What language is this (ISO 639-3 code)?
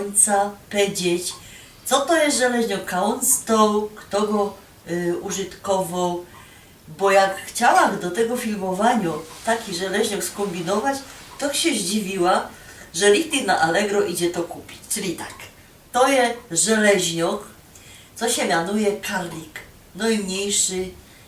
szl